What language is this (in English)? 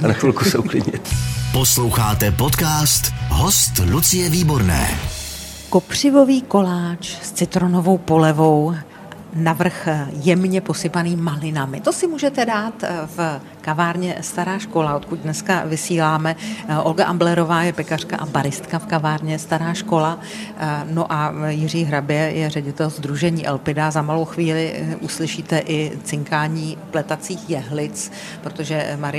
Czech